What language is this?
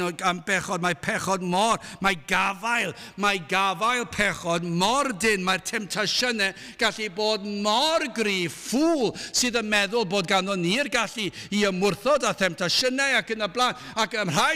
Welsh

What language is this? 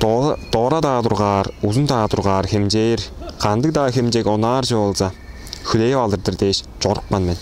Tuvinian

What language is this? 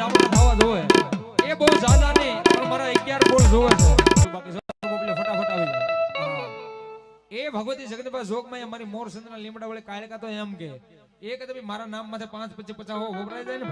Gujarati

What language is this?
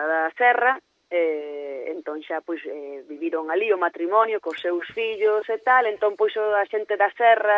Galician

